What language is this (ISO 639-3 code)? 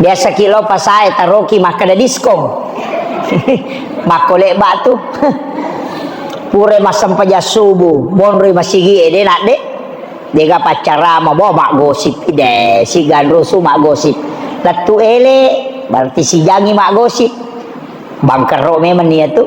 bug